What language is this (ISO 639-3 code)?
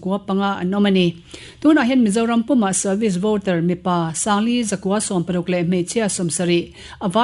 lus